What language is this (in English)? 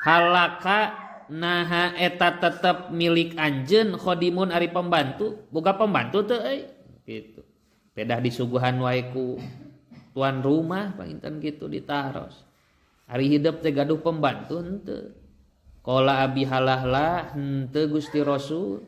Sundanese